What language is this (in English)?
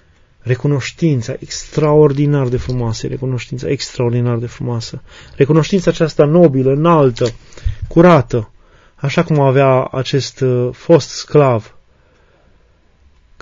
Romanian